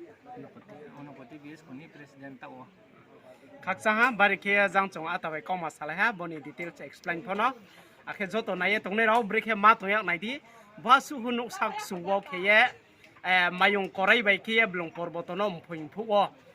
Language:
Riang (India)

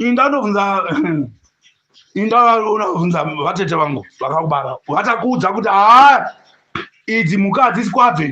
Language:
Shona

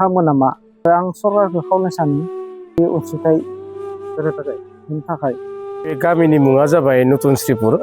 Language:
Bodo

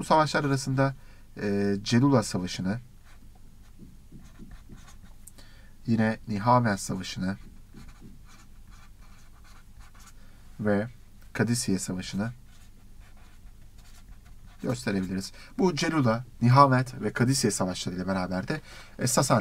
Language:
Turkish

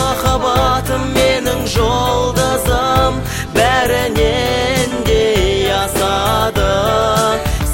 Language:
Kazakh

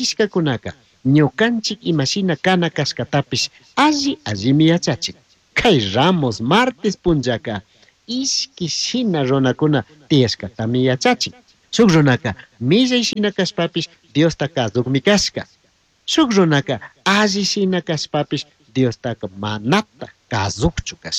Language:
Chimborazo Highland Quichua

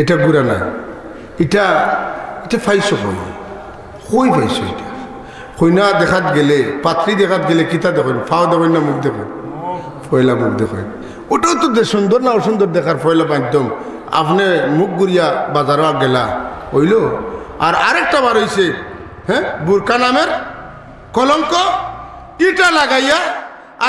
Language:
Sylheti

